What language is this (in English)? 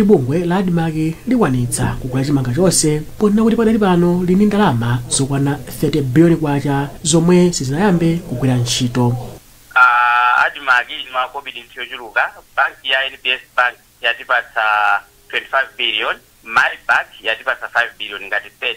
Nyanja